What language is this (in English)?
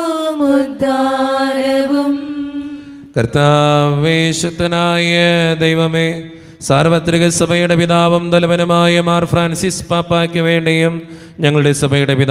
Malayalam